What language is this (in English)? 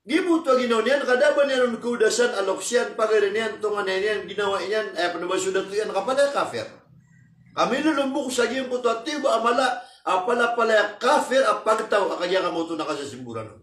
Maranao